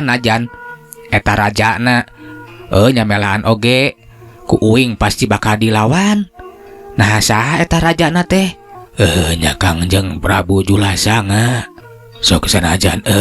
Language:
Sundanese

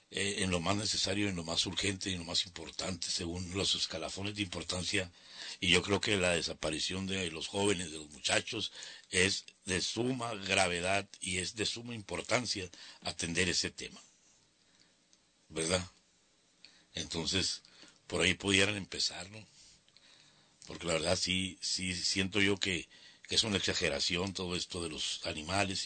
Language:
Spanish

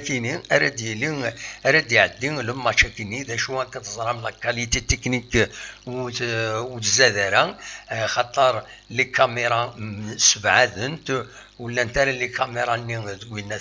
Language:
Kabyle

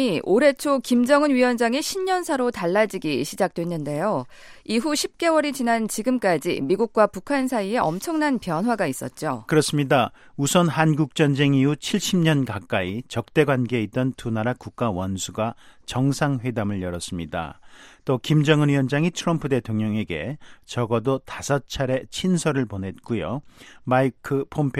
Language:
Korean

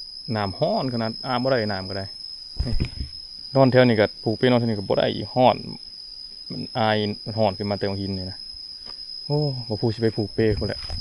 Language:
Northeastern Thai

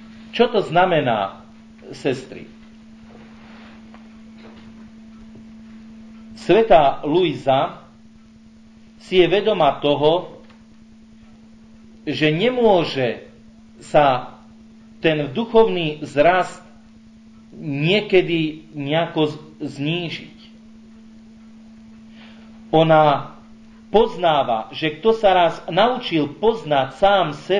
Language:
Slovak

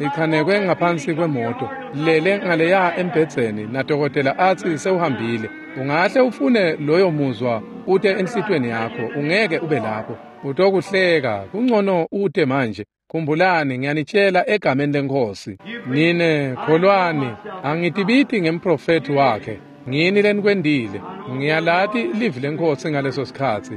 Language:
Swati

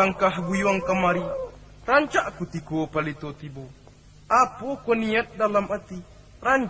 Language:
Minangkabau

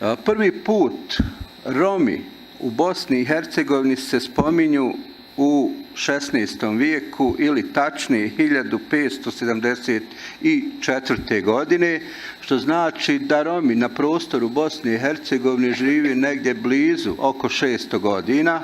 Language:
Bosnian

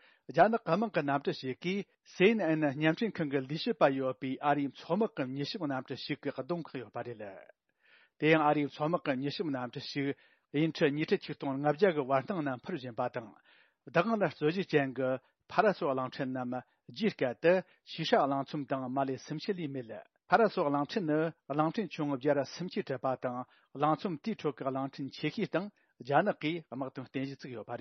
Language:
Tibetan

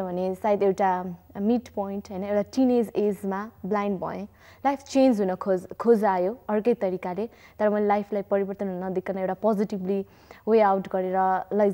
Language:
Nepali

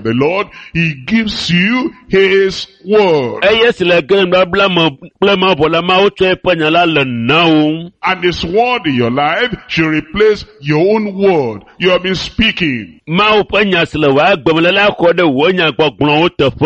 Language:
Ewe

